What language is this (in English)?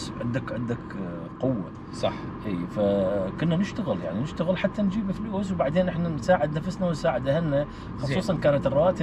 Mesopotamian Arabic